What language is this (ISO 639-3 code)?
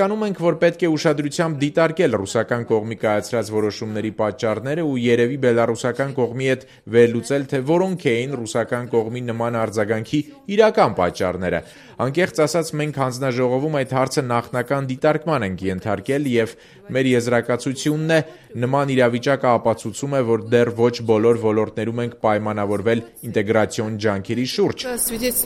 hye